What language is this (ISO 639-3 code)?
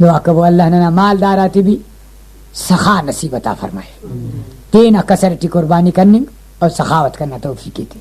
brh